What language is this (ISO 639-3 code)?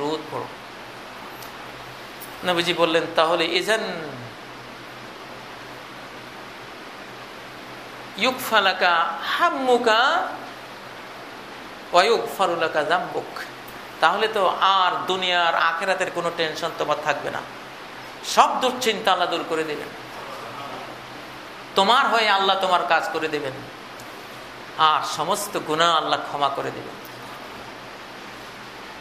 ben